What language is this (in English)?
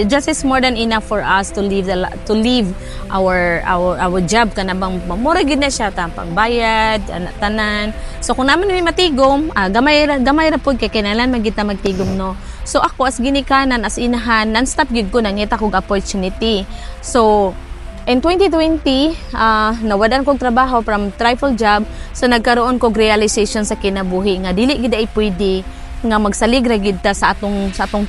Cebuano